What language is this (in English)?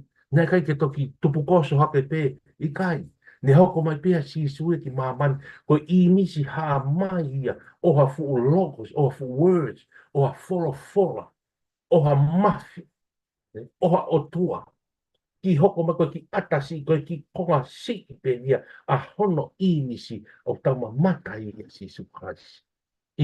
Tongan